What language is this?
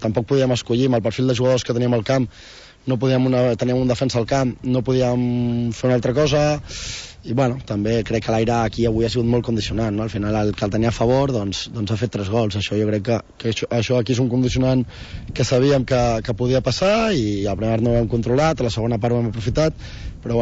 Catalan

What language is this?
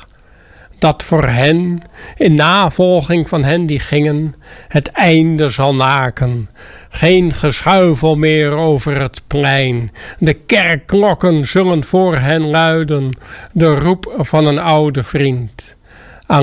Dutch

